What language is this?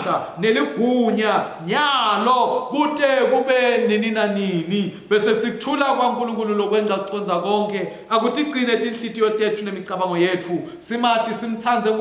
Swati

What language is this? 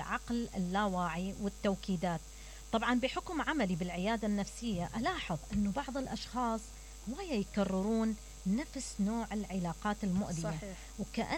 Mesopotamian Arabic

